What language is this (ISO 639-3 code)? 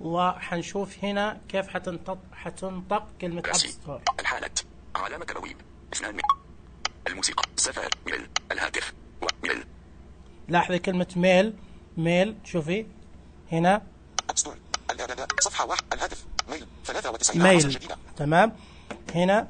ars